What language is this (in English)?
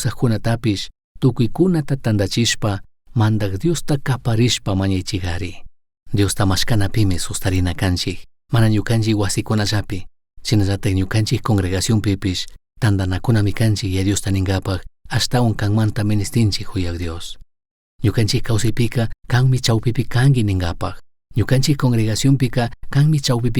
Chimborazo Highland Quichua